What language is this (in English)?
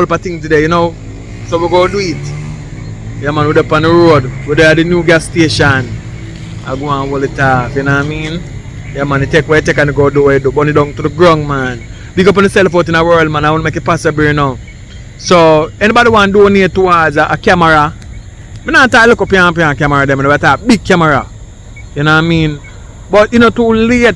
Jamaican Creole English